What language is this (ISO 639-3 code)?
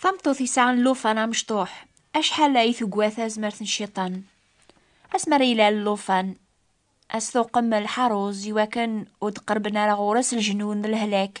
kab